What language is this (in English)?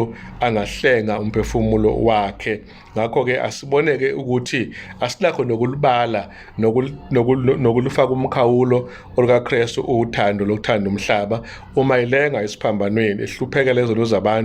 Zulu